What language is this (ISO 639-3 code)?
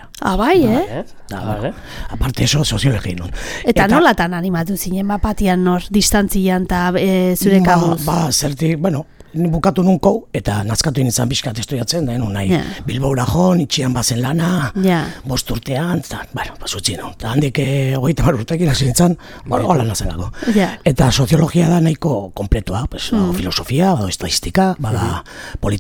eus